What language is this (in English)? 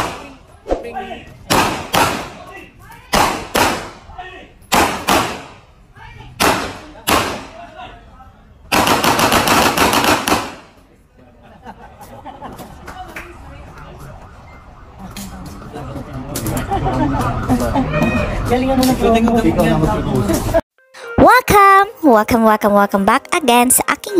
Filipino